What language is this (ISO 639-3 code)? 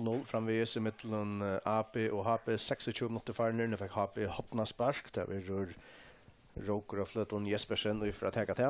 fao